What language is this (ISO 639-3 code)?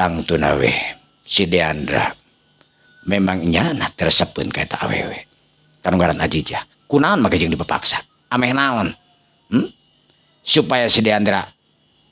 sun